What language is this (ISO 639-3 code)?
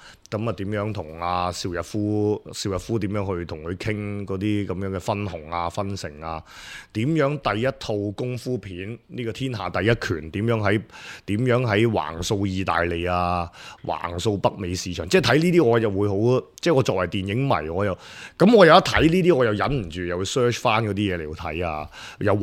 yue